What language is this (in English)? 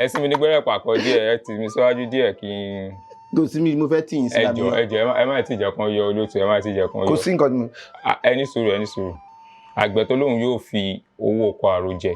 Yoruba